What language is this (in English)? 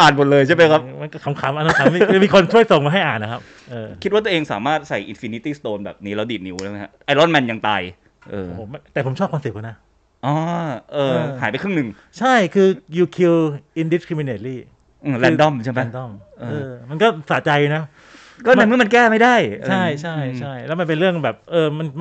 Thai